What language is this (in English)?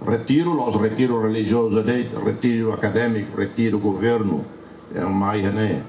Tetum